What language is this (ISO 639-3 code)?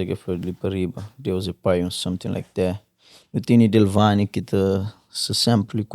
kea